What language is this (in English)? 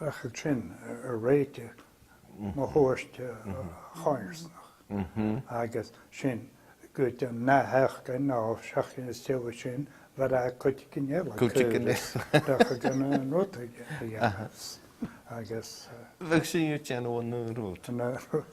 Scottish Gaelic